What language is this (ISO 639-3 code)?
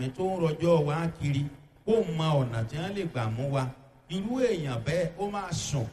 yor